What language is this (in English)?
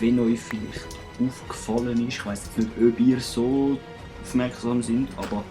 Swiss German